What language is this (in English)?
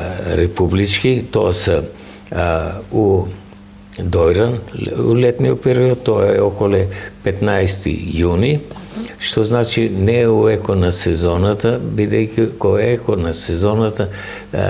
Macedonian